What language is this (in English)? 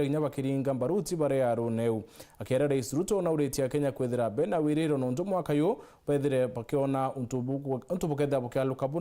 Meru